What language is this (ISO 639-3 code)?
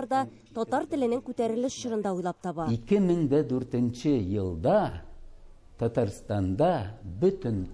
tat